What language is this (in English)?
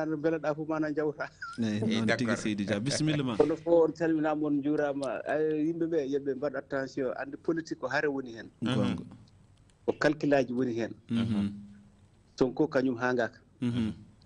Fula